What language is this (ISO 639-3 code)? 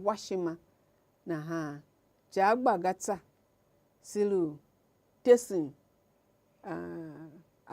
tiv